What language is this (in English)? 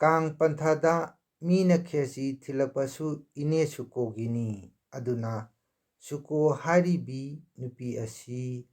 Manipuri